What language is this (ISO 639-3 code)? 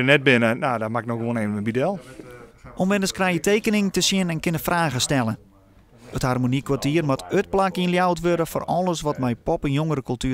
fry